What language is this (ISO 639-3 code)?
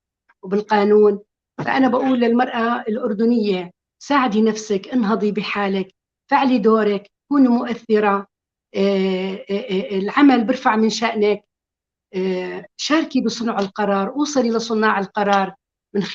apc